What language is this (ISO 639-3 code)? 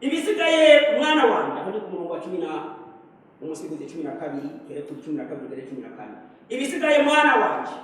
run